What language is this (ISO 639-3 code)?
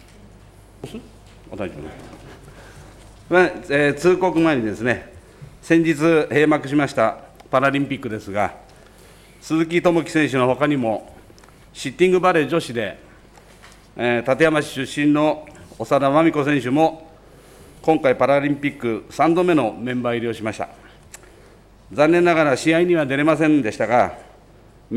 jpn